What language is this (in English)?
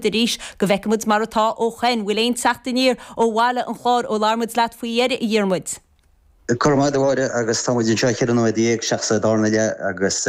Irish